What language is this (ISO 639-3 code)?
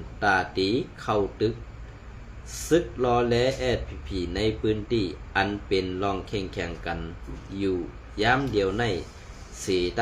shn